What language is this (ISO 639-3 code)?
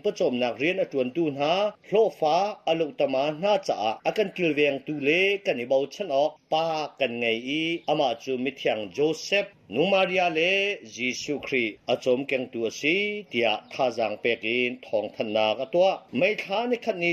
cnh